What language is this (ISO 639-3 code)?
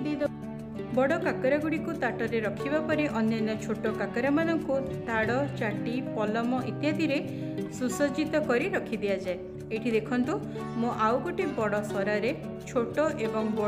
ori